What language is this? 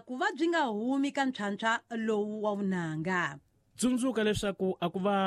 Tsonga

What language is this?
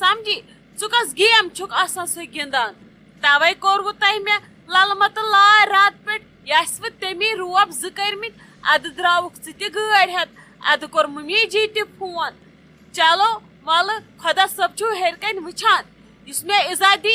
Kashmiri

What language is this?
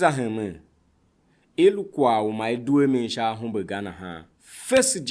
Tiv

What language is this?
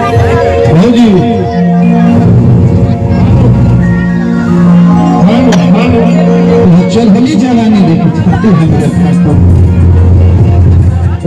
Bhojpuri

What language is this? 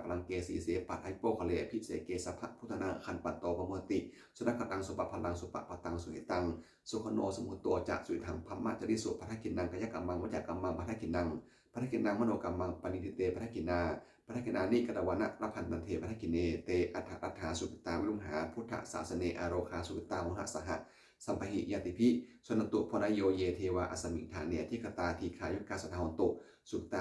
Pali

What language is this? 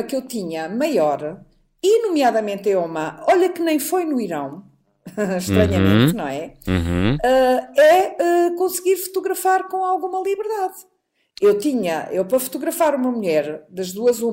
Portuguese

